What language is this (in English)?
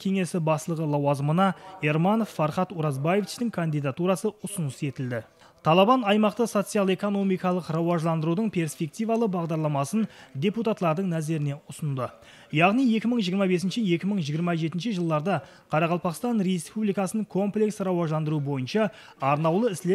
Kara-Kalpak